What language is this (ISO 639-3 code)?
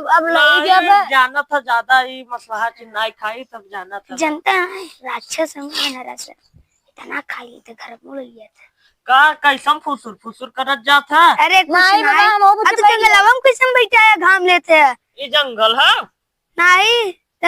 awa